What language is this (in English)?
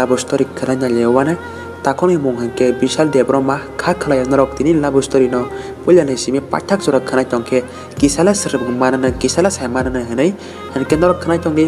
Kok Borok